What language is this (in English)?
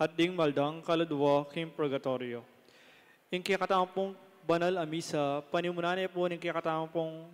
Pampanga